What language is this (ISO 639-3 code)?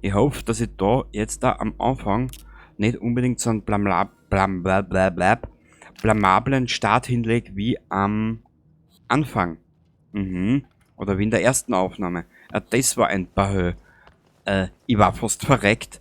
bar